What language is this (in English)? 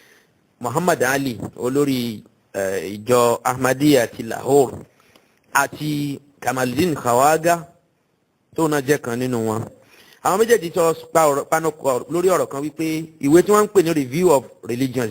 Yoruba